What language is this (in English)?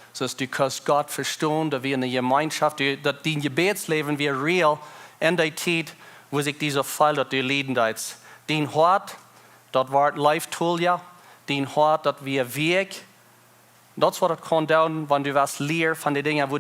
Plautdietsch